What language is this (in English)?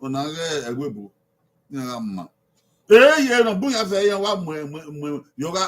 Bini